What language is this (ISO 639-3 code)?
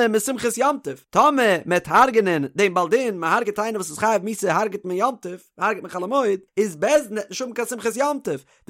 yid